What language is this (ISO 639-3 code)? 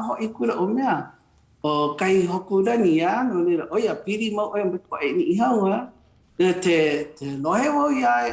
haw